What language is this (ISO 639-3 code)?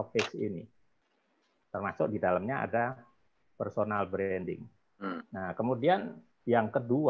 ind